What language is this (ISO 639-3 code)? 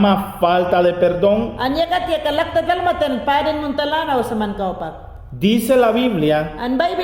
yan